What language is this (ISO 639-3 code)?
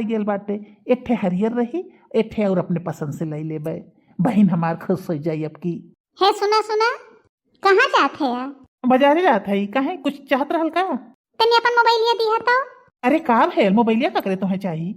bho